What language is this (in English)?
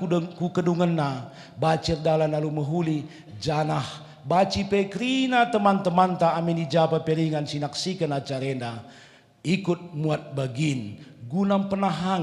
Batak Karo